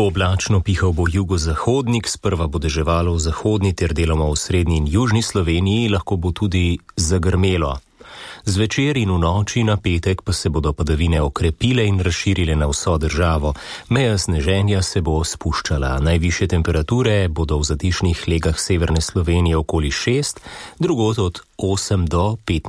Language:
Slovenian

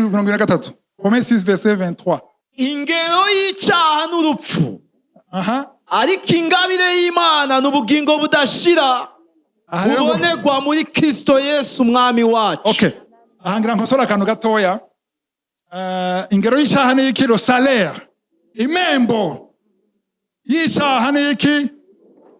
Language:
Rundi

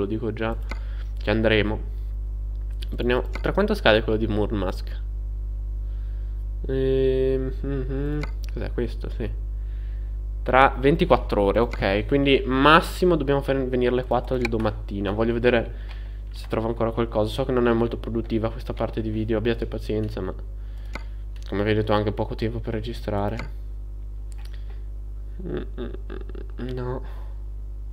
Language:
Italian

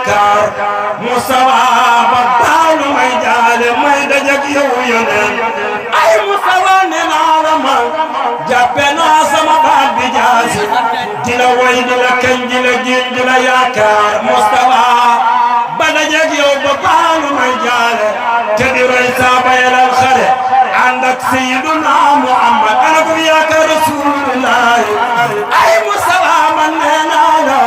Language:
Wolof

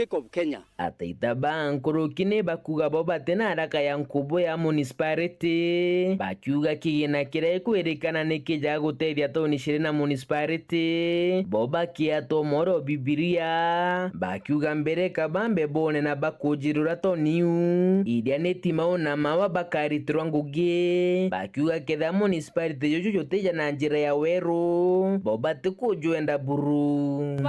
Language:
Meru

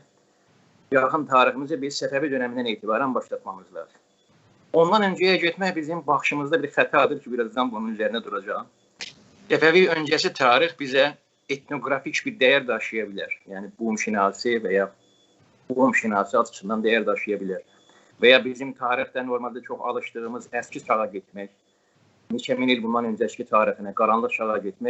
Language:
South Azerbaijani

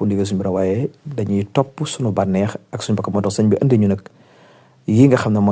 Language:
Wolof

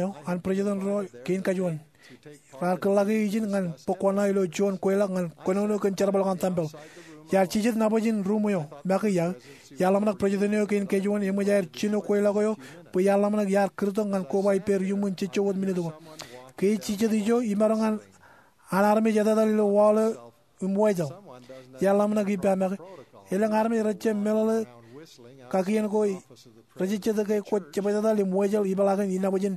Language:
Marshallese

